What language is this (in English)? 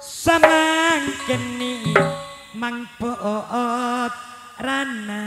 Madurese